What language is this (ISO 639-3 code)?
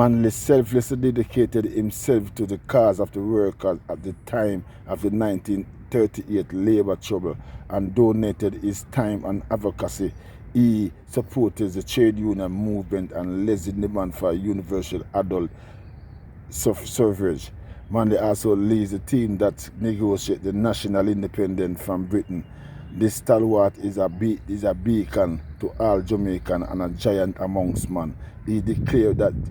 jam